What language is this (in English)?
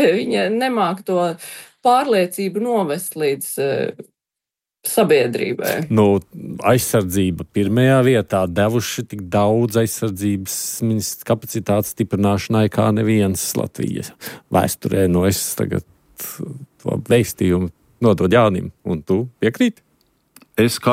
Latvian